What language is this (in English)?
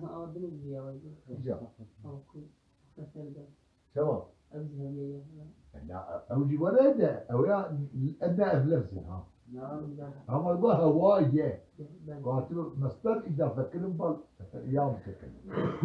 Kurdish